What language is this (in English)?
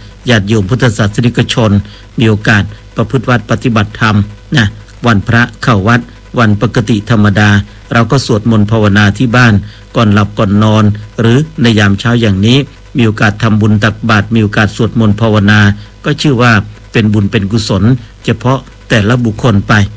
Thai